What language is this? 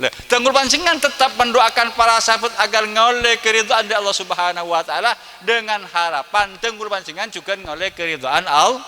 Madurese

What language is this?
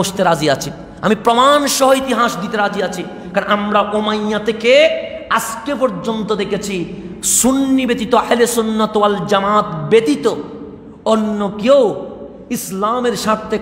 Bangla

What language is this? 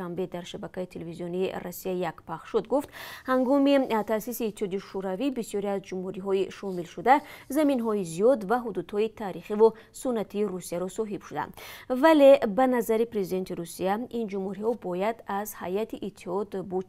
Tajik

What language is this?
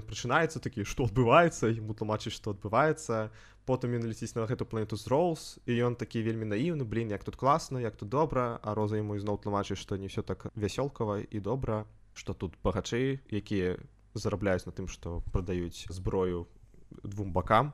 Belarusian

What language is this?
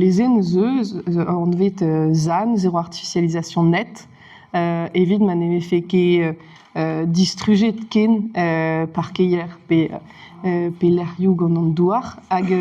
Breton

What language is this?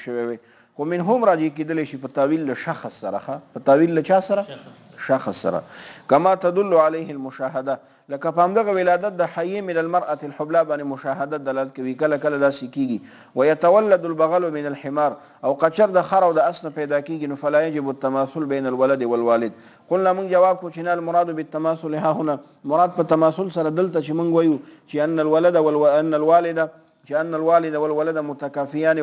Pashto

